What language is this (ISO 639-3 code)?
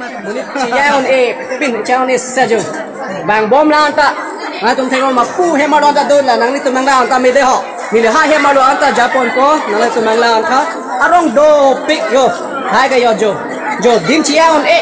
mjw